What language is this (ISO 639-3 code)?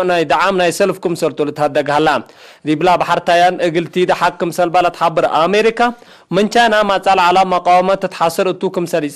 tig